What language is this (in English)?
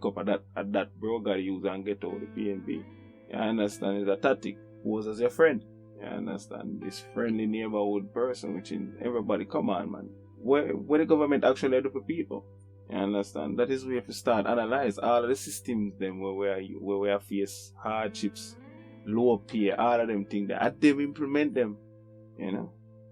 Jamaican Creole English